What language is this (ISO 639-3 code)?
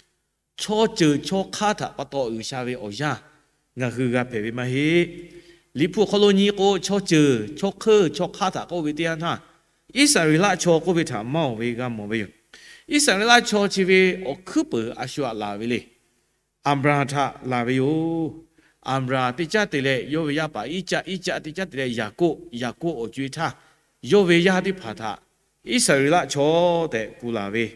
lhu